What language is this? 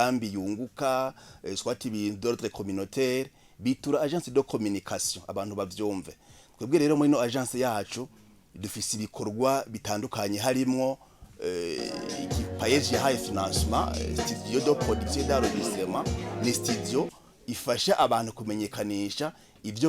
Rundi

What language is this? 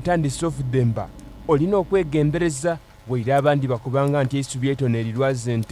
Soga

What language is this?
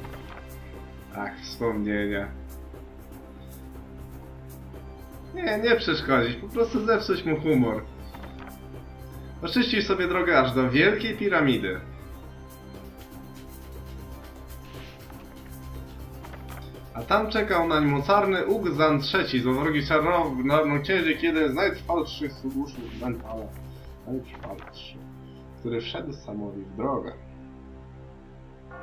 Polish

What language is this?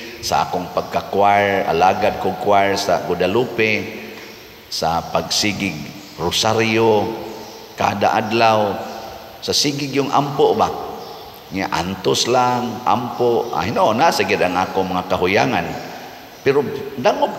Cebuano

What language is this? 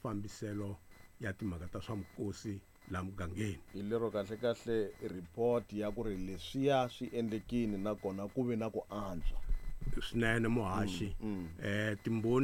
Tsonga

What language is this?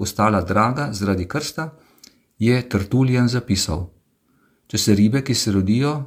Slovenian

